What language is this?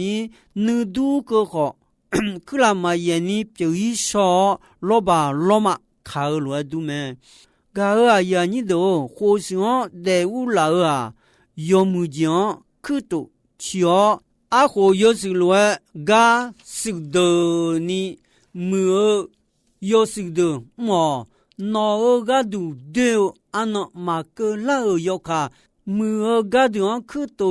Akha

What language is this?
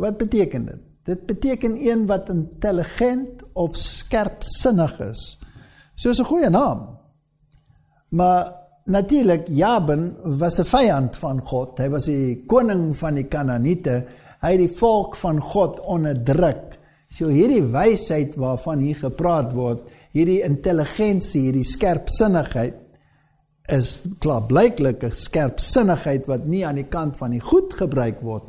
Afrikaans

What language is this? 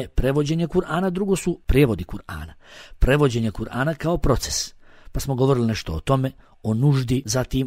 Bosnian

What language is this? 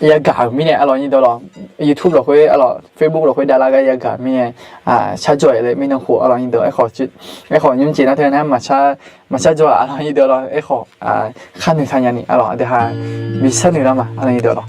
Akha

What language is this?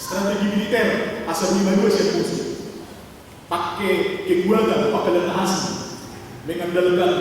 Batak Toba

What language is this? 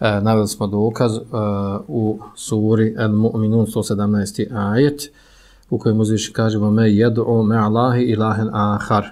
Bosnian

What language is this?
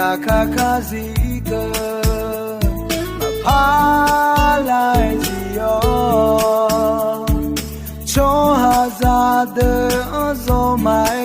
Akha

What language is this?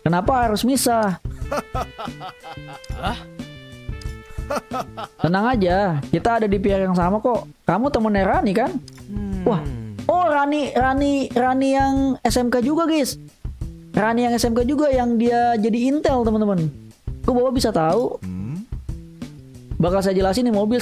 Indonesian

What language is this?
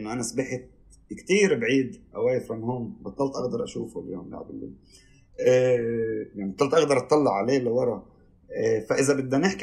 North Levantine Arabic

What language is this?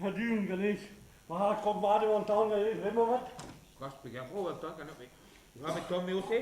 Breton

